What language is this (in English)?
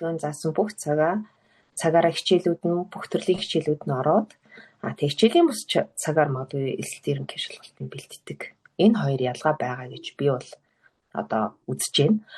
Mongolian